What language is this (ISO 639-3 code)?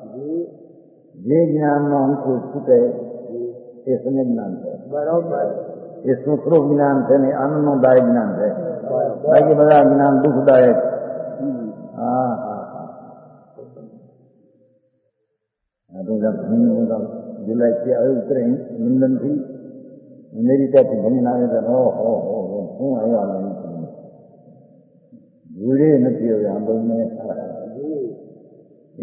guj